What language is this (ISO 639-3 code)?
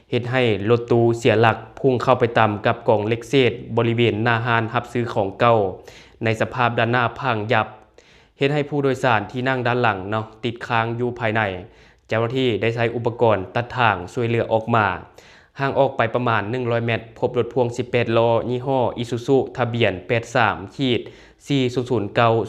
lao